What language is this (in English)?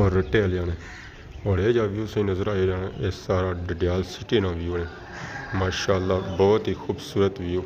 Pahari-Potwari